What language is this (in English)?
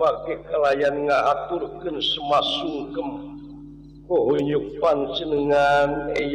Sundanese